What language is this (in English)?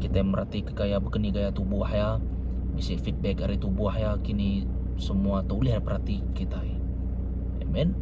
Iban